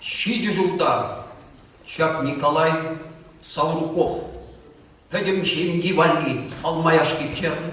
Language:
Chuvash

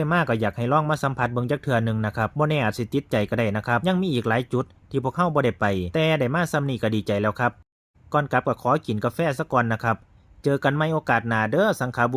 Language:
Northeastern Thai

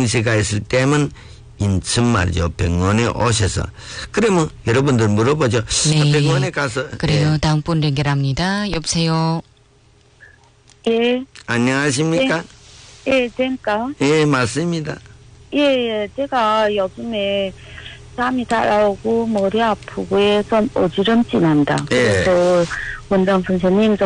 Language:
Korean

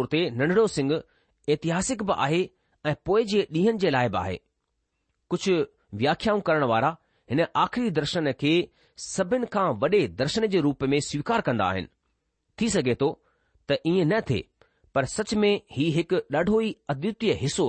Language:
Sindhi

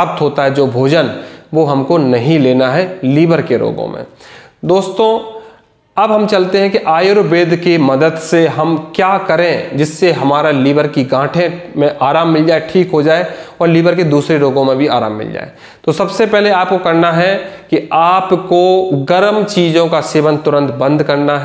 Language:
Hindi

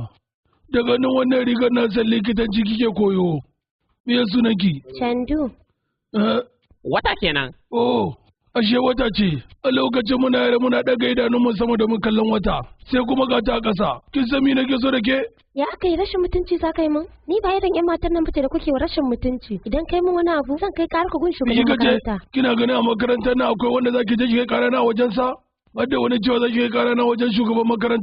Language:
Hausa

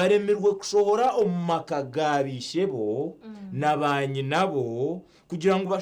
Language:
Nyankole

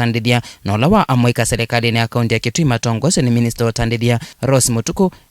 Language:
Kamba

